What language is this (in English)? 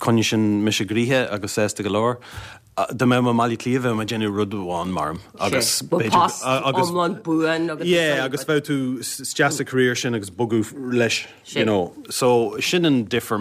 Irish